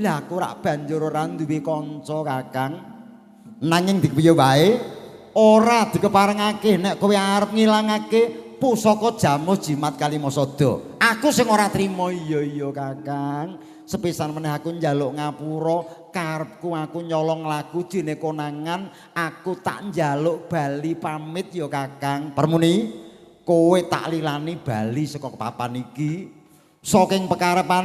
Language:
Javanese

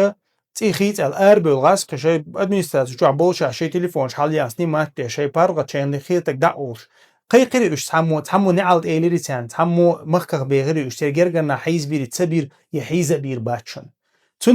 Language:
Chechen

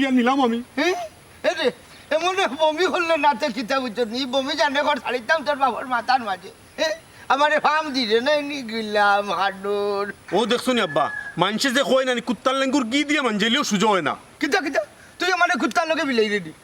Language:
Sylheti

